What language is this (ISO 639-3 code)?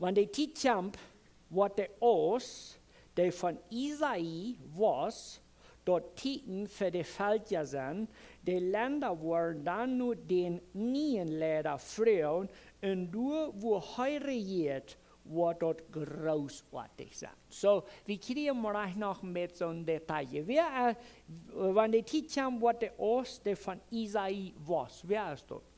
pdt